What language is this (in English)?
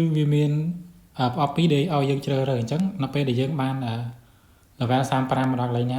Khmer